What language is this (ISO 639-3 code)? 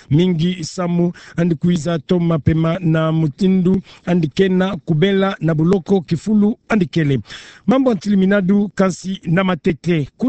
ktu